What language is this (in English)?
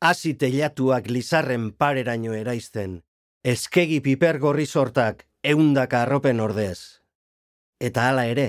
Basque